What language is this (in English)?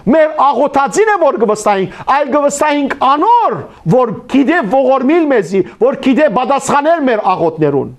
Western Armenian